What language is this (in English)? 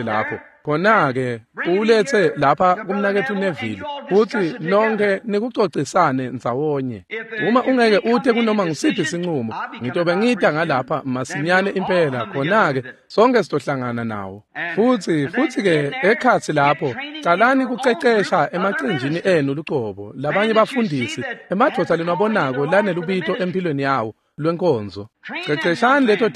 Swati